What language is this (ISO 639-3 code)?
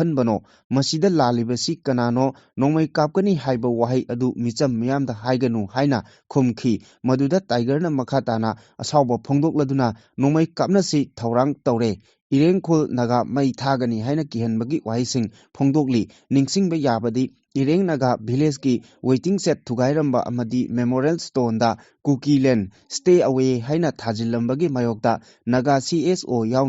mni